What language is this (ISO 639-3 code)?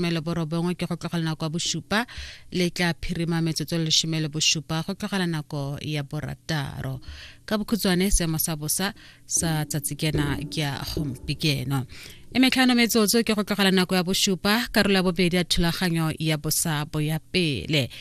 tsn